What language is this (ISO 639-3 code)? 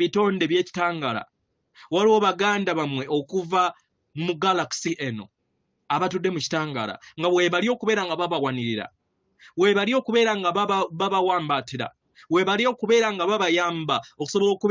lug